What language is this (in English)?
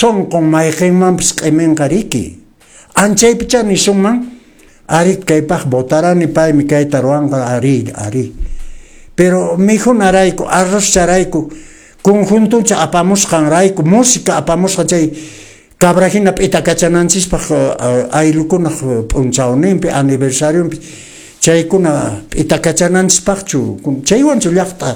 Quechua